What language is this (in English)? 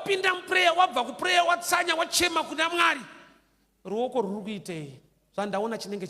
Shona